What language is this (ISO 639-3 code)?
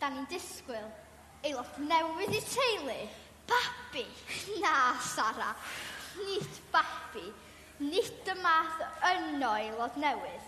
cym